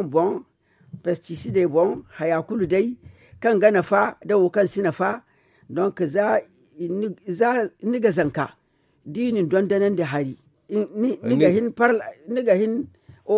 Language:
Zarma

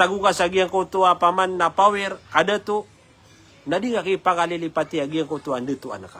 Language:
Maranao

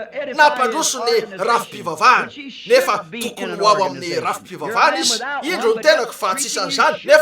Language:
Malagasy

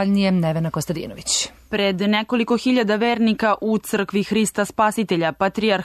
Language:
Serbian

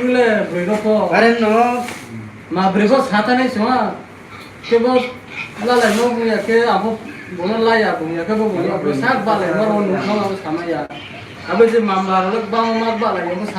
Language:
Riang (India)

